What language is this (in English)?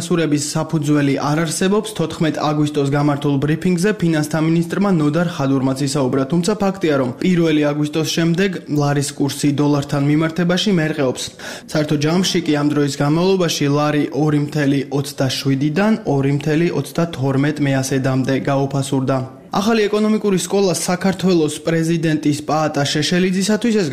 Georgian